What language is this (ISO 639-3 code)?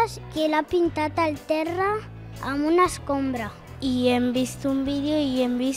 cat